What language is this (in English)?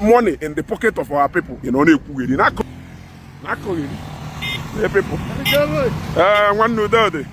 Igbo